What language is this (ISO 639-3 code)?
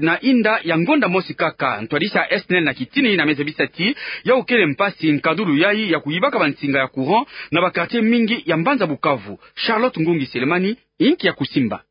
ktu